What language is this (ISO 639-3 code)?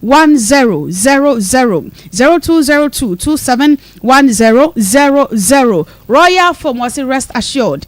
aka